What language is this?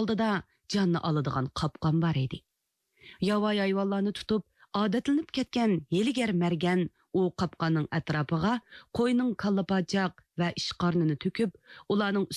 Uyghur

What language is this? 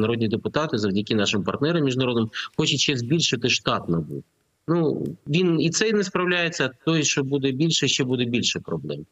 Ukrainian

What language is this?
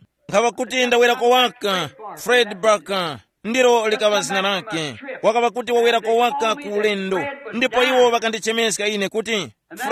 Tumbuka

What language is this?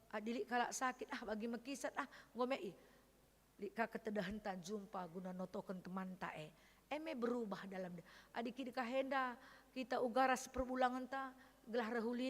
Batak Karo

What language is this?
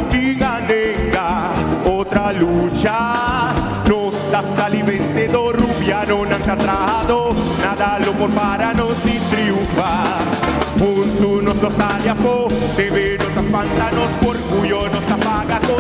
Papiamento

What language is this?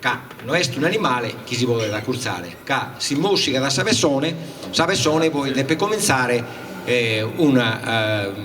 Sardinian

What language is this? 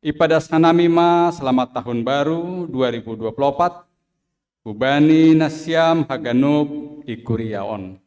Batak Simalungun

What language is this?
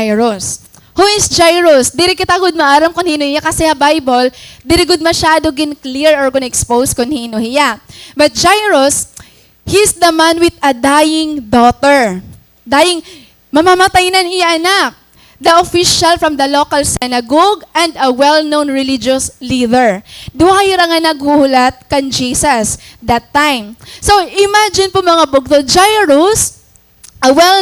Waray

